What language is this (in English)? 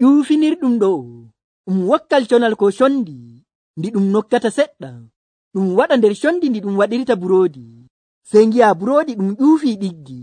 Nigerian Fulfulde